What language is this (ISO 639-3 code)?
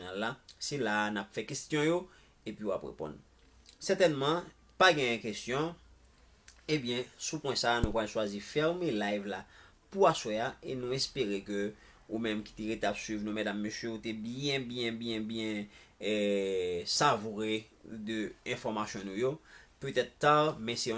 hat